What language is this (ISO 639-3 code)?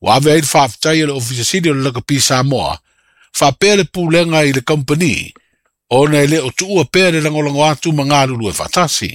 smo